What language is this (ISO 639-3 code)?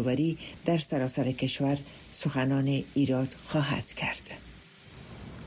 fas